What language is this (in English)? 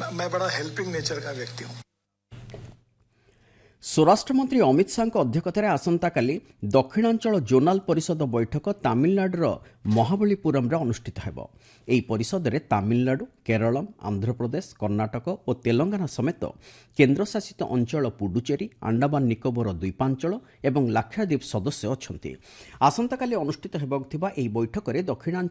Odia